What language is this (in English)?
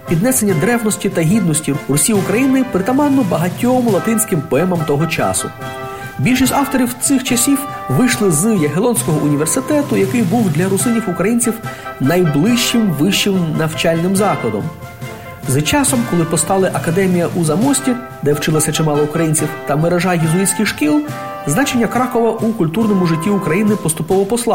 Ukrainian